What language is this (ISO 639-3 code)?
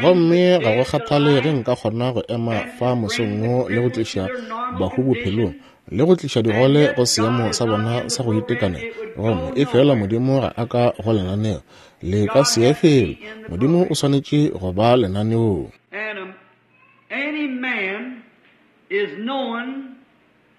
nso